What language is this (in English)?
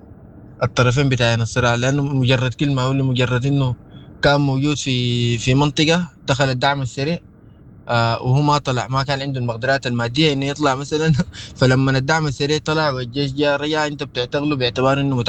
Sudanese Arabic